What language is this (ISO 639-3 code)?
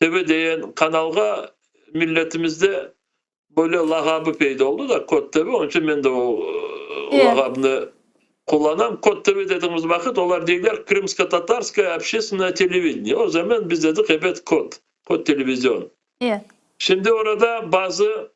crh